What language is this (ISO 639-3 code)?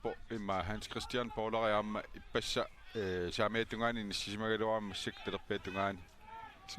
kal